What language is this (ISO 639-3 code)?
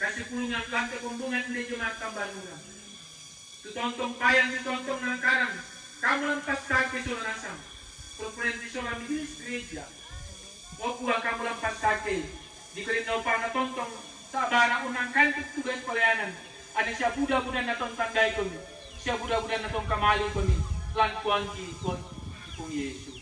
sda